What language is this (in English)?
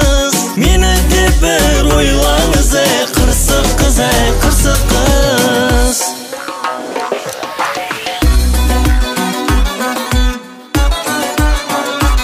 Kazakh